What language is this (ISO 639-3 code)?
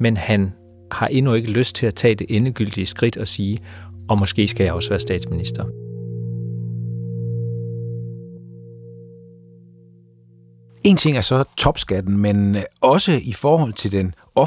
dan